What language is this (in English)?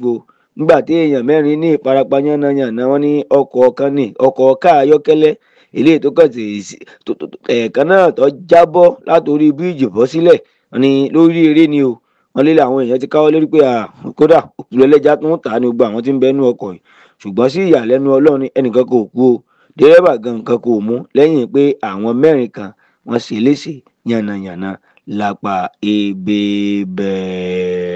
Yoruba